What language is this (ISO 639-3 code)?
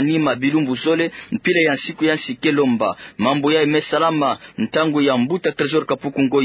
ktu